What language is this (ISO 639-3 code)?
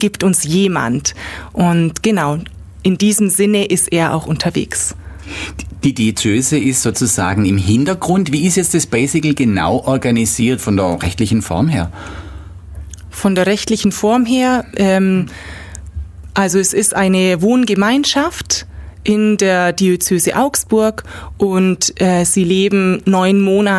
deu